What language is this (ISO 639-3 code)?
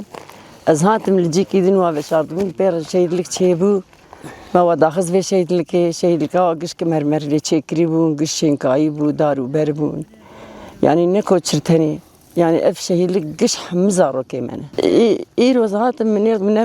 kur